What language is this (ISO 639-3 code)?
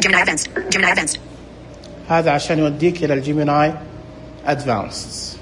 ars